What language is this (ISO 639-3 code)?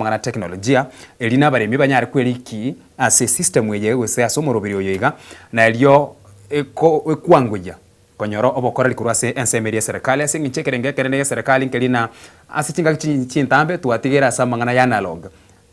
guz